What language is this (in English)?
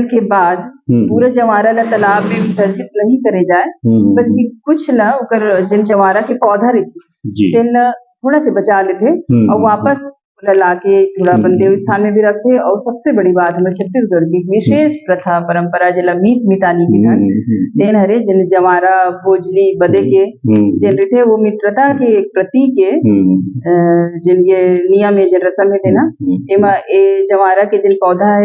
Chhattisgarhi